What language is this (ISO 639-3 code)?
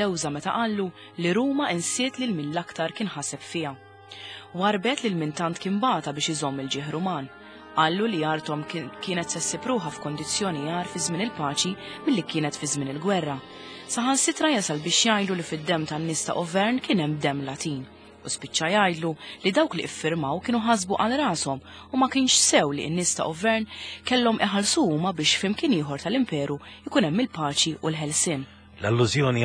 mlt